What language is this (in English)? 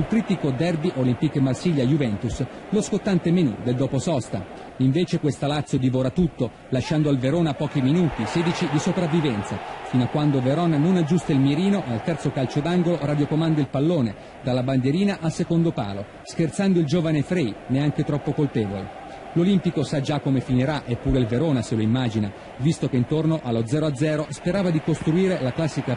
Italian